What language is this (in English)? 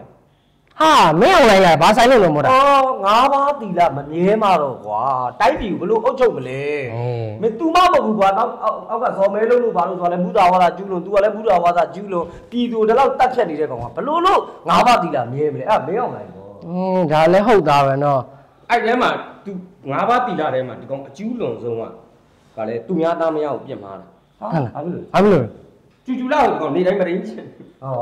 Burmese